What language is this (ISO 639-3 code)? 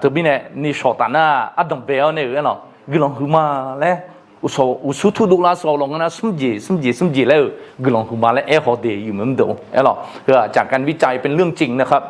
ahk